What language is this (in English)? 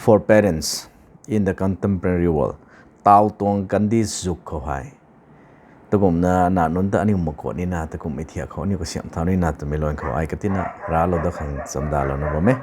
Rongmei Naga